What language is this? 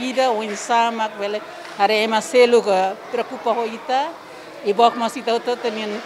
Tetum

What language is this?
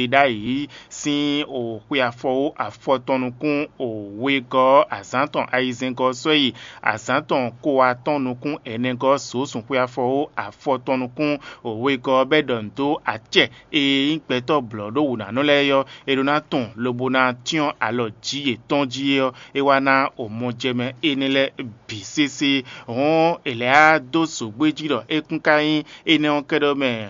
Fon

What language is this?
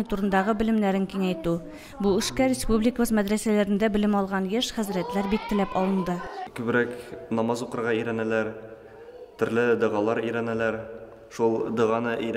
Tatar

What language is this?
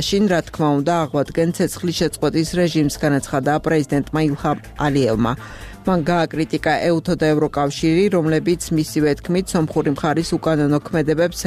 Georgian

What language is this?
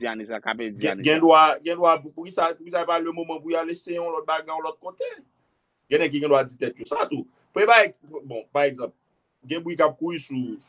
Haitian Creole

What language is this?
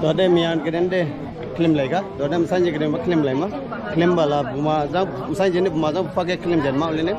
Dimasa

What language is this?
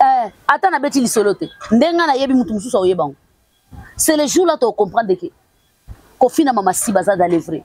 Lingala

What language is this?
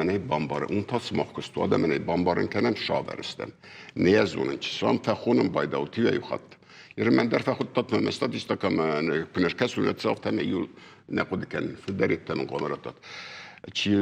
Ossetic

